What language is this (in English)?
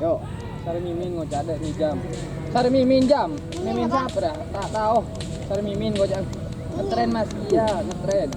Madurese